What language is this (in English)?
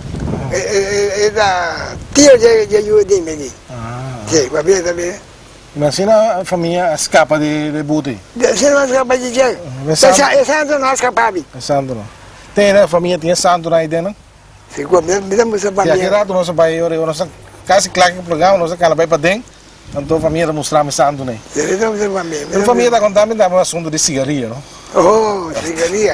Papiamento